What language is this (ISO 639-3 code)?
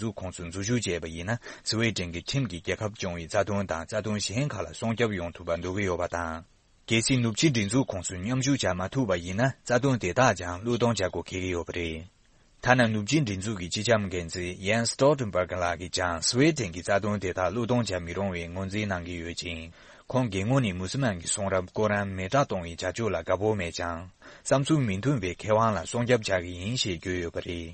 bod